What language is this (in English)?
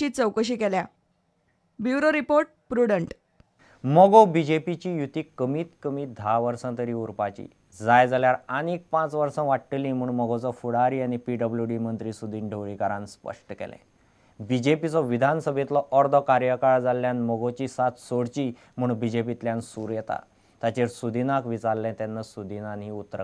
Konkani